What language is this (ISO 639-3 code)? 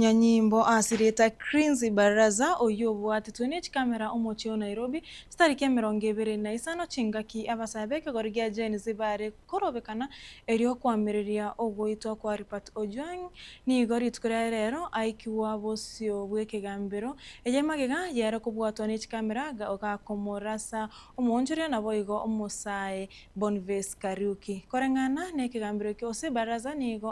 guz